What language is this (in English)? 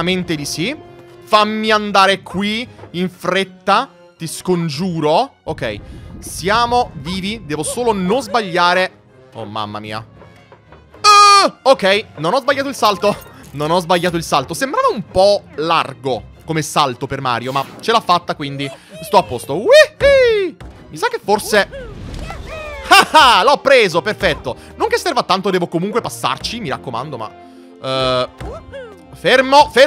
Italian